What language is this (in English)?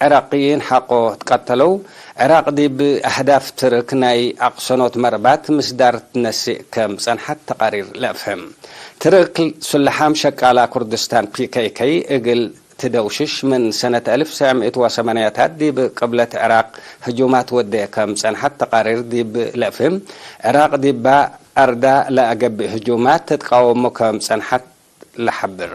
Tigre